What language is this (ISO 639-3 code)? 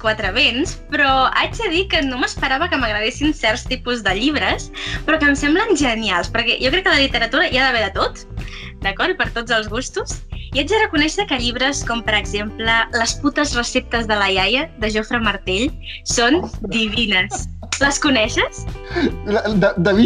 cat